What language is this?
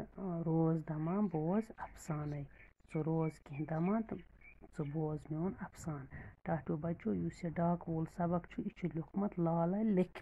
Kashmiri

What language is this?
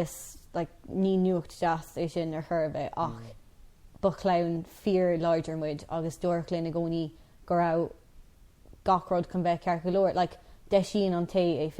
Irish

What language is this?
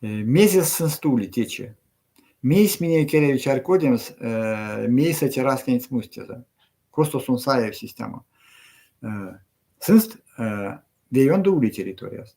Erzya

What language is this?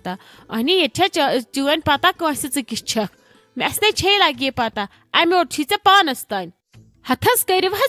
Kashmiri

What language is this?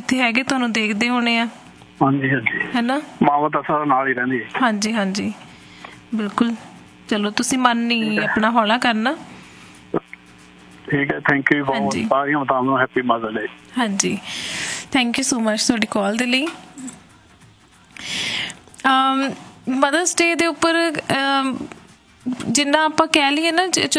Punjabi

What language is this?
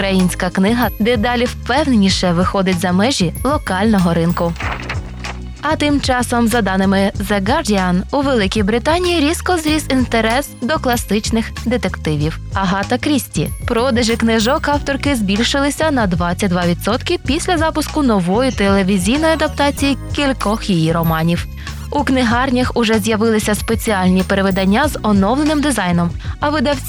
Ukrainian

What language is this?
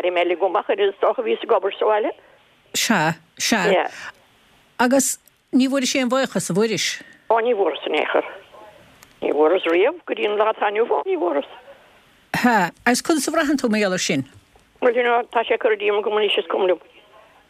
Irish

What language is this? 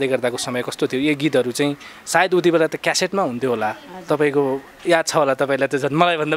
Nepali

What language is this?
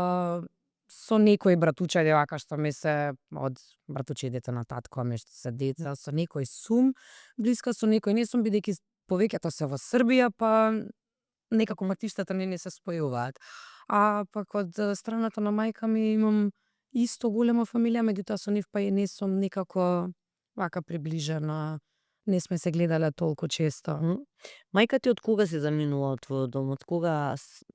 Macedonian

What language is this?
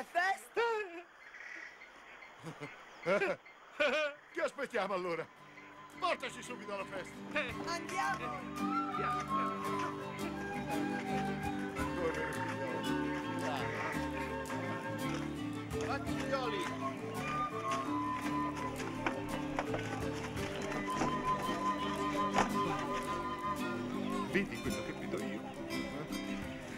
Italian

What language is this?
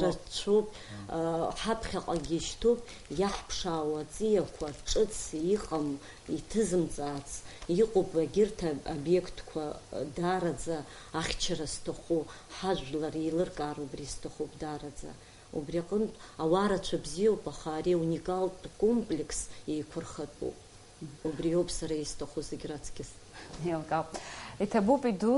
Abkhazian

